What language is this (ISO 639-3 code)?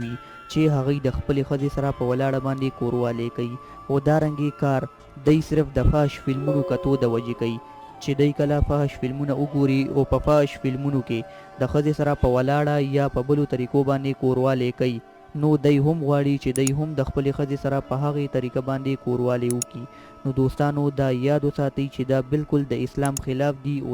pus